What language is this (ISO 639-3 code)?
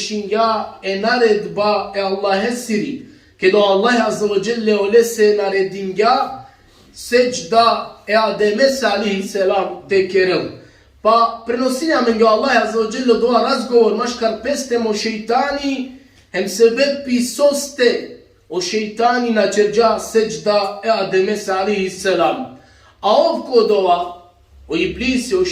rmn